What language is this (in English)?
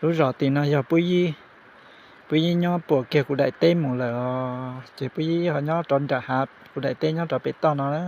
Hmong